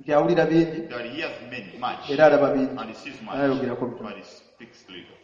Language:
Ganda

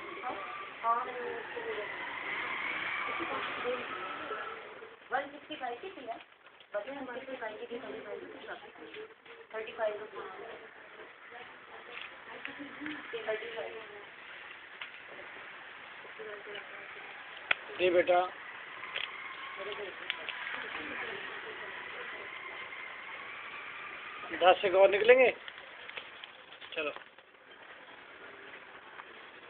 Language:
Hindi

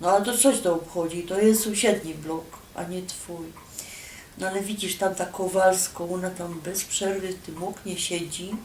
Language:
Silesian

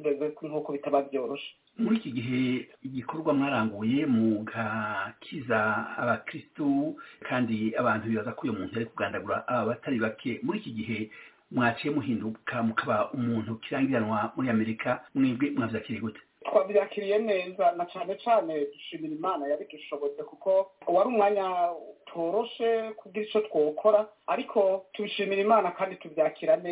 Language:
Kinyarwanda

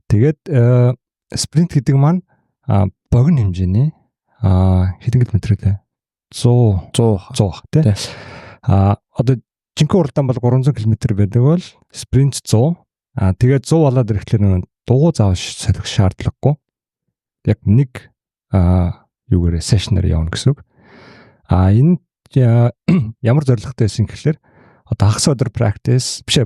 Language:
Mongolian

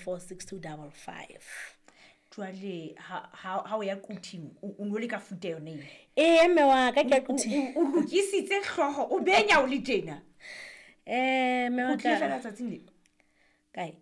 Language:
Southern Sotho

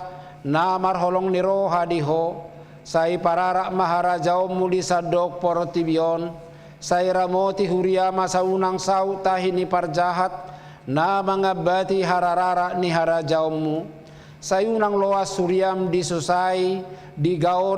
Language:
Batak Toba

